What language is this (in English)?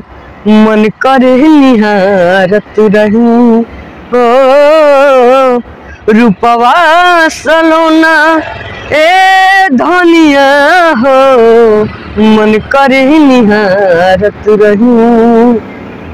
Bhojpuri